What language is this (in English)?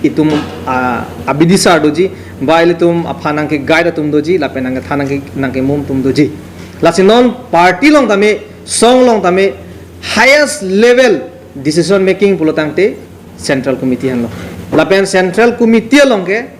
Karbi